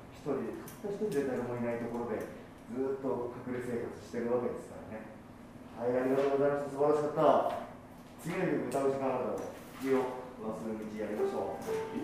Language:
Japanese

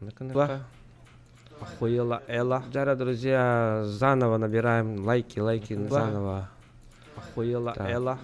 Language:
Yakut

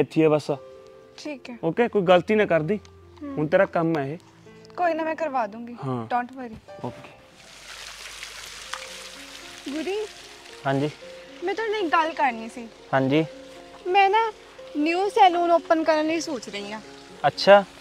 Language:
Punjabi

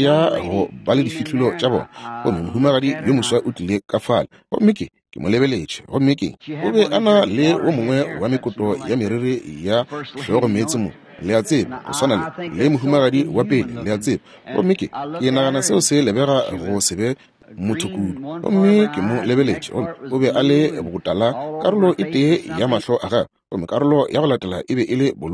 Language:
Northern Sotho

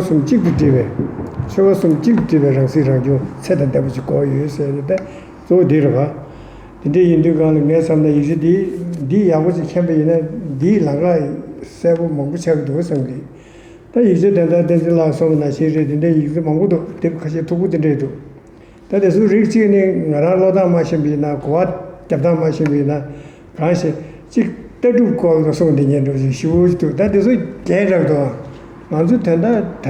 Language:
Tibetan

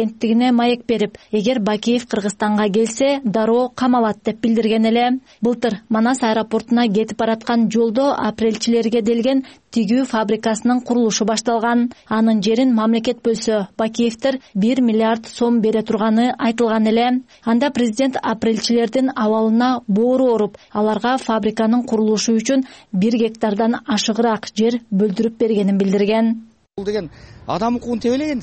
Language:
Kyrgyz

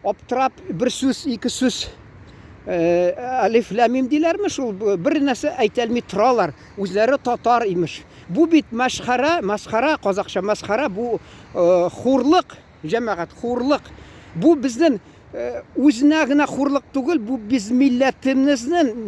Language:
Tatar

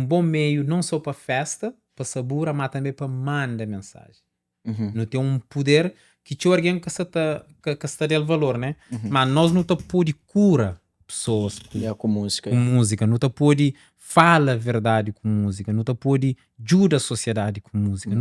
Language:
Kabuverdianu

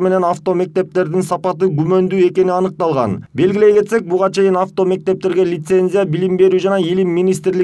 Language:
Kyrgyz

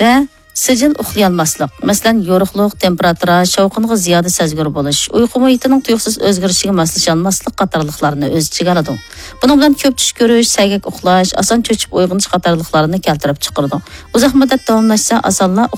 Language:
Uyghur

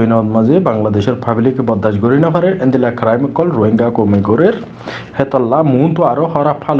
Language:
Rohingya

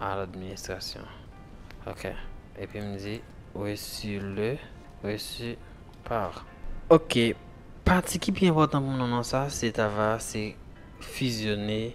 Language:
Haitian Creole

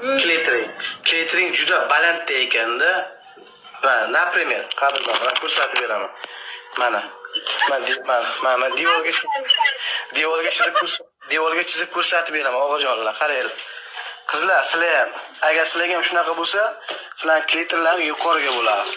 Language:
Uzbek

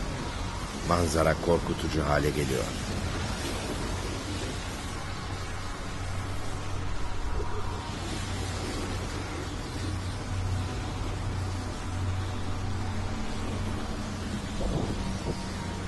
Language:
Turkish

